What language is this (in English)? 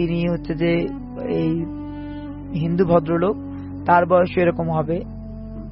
Bangla